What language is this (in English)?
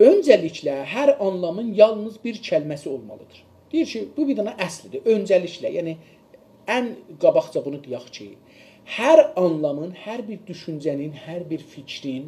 South Azerbaijani